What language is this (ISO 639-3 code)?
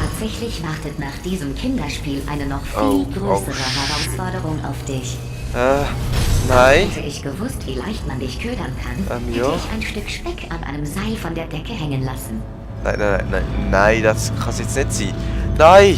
gsw